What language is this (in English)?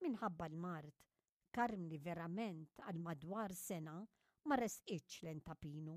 Maltese